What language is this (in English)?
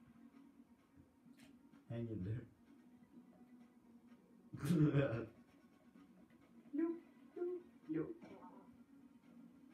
Swedish